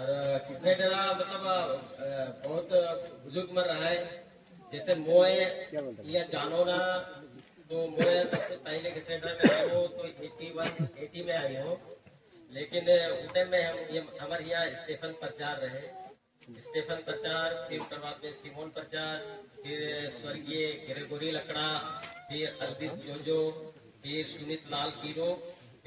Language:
Sadri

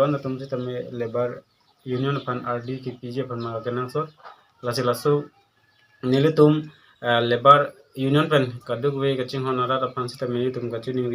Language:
Karbi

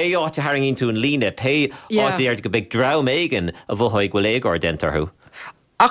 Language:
Irish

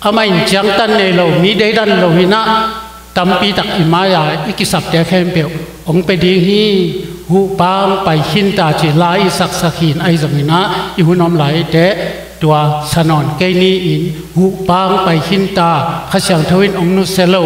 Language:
Tedim Chin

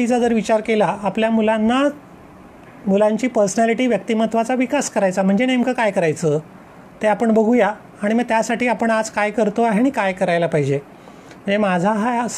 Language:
Marathi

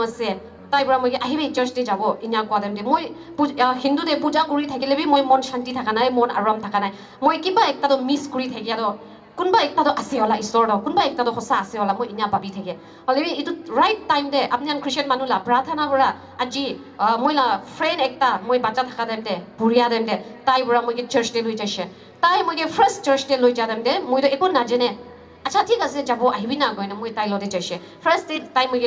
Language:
Naga Pidgin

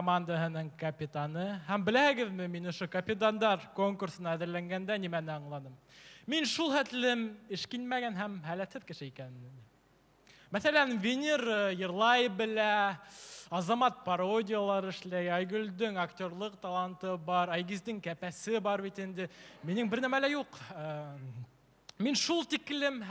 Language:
Bashkir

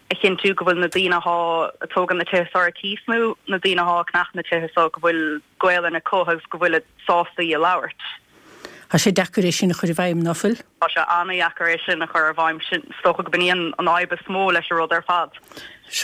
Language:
Irish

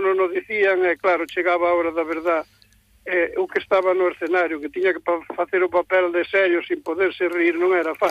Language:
Galician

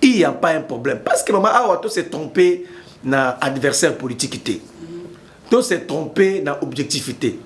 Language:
Lingala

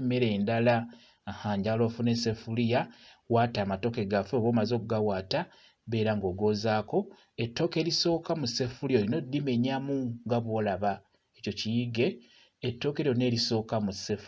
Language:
Ganda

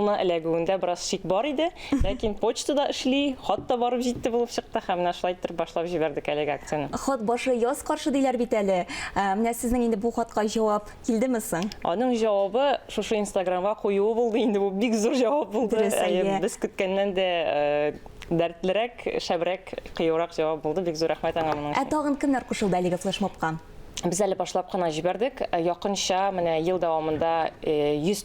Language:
Tatar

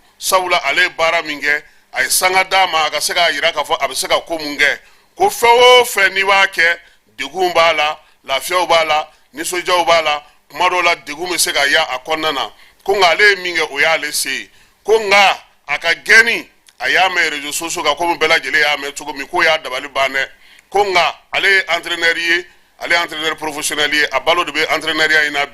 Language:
Bambara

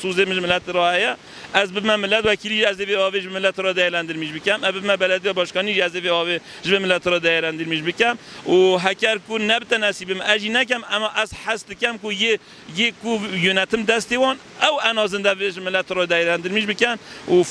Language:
Kurdish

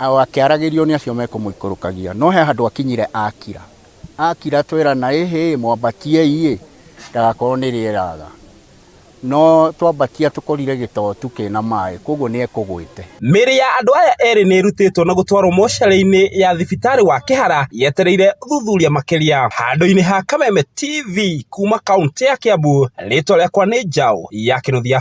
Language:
Kikuyu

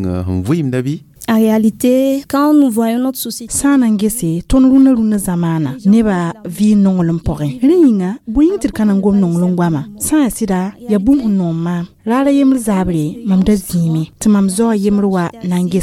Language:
Mossi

